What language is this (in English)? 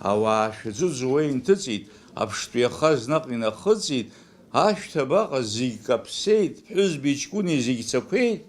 Abkhazian